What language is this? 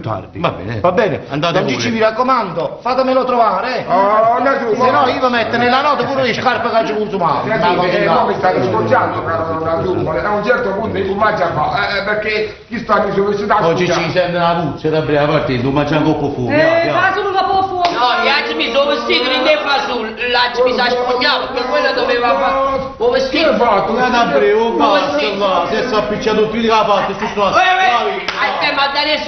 Neapolitan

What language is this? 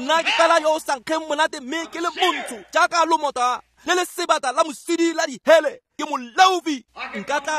Tswana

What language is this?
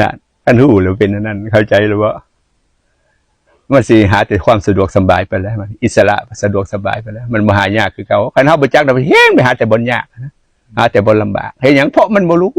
Northeastern Thai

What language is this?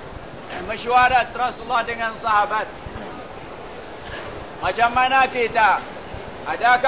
Malay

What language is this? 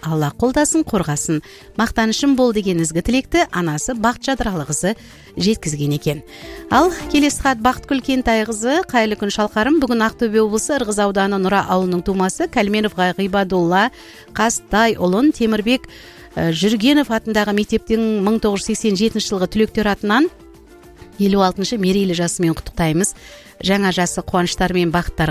Kazakh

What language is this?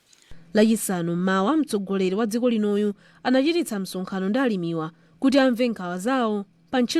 Nyanja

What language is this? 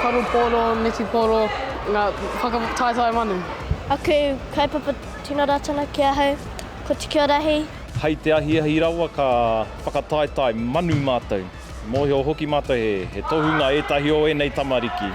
Māori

